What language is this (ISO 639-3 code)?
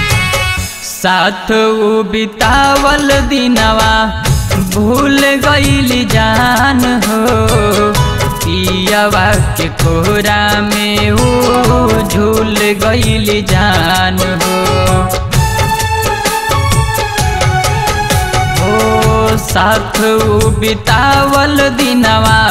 bho